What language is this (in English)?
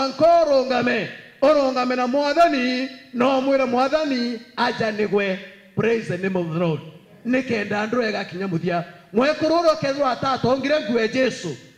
Meru